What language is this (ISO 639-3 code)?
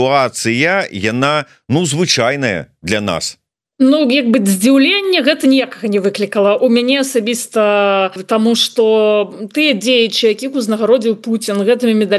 bel